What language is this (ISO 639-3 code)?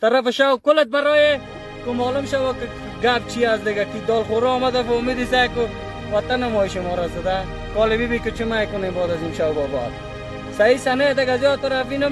fas